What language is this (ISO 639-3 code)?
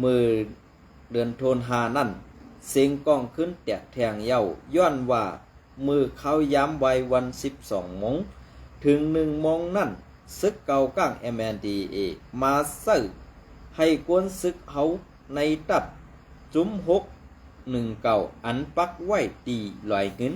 shn